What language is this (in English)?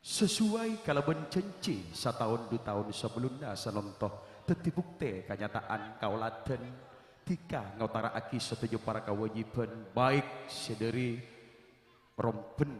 Madurese